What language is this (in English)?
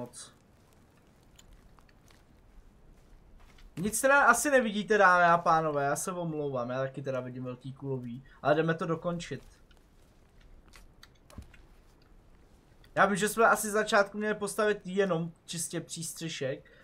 Czech